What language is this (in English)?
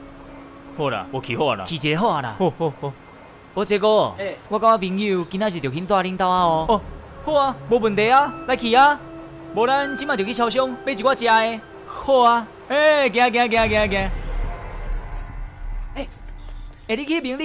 Min Nan Chinese